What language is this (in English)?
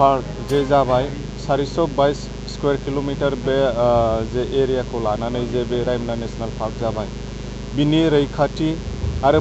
Bodo